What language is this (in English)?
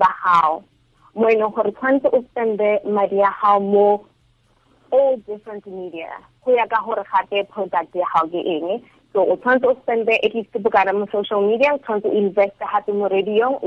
Tswana